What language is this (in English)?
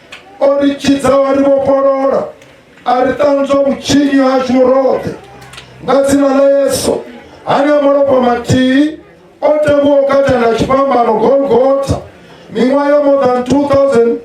Venda